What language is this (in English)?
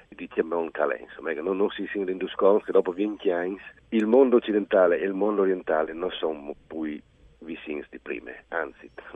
Friulian